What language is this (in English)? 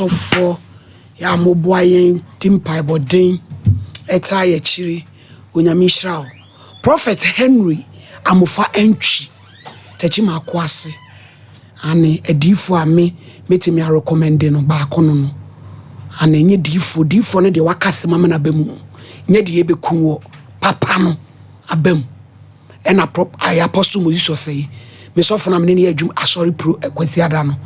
Akan